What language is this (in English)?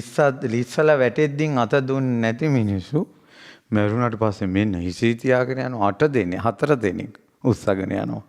Sinhala